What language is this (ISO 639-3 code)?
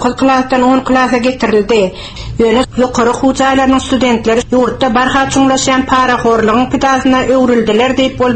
tuk